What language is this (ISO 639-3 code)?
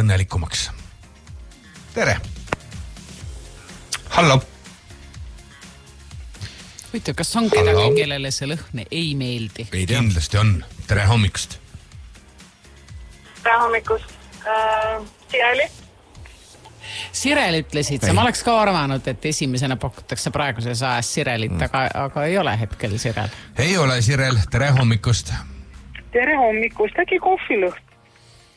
est